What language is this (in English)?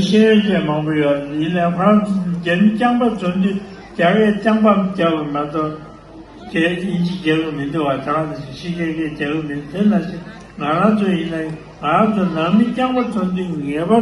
Tibetan